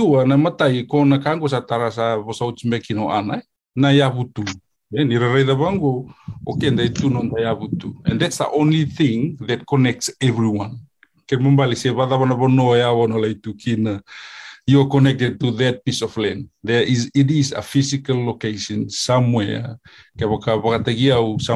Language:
Fijian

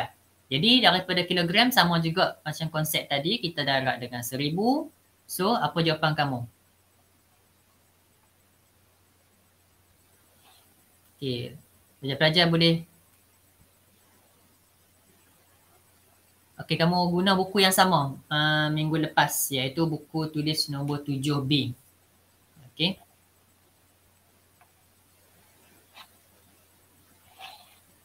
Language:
Malay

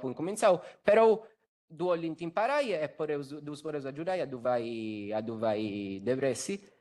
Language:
Sardinian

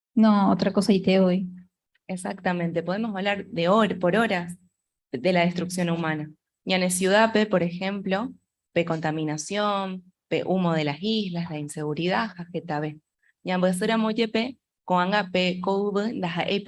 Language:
Guarani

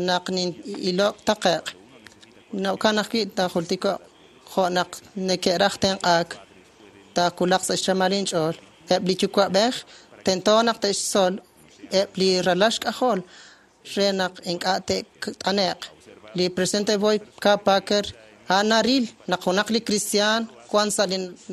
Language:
Kekchí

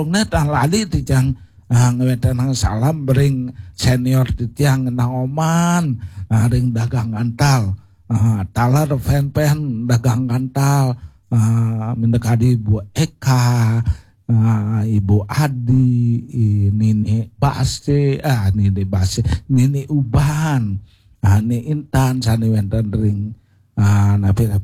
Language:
Balinese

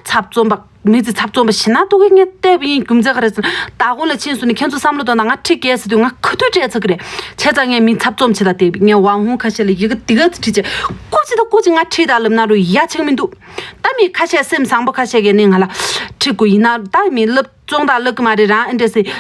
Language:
Tibetan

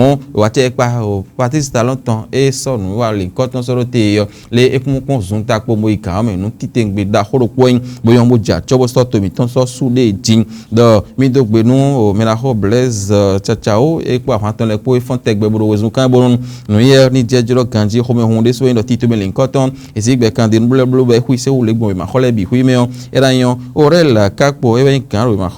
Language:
Fon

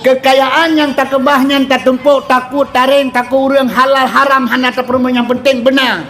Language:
Achinese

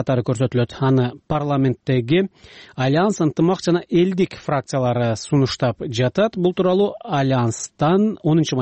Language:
Kyrgyz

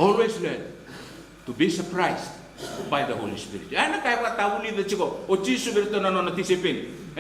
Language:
Fijian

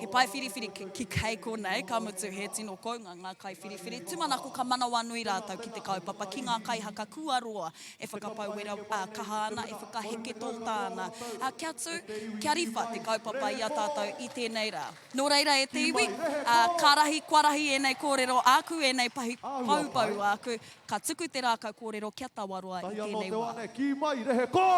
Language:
Māori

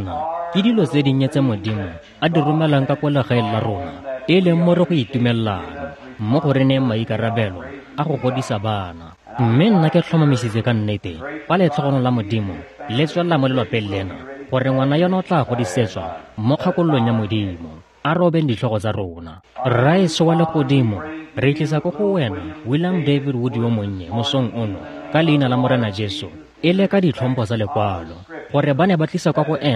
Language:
Tswana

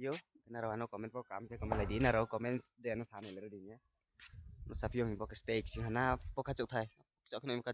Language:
Riang (India)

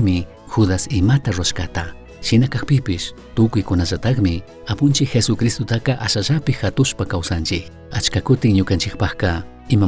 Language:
Chimborazo Highland Quichua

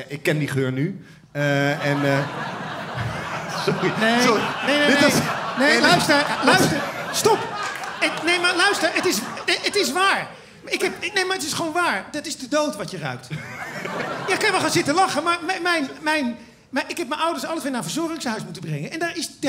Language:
Dutch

